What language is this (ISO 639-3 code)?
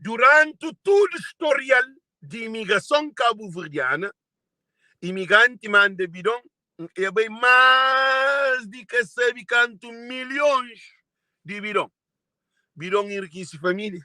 kea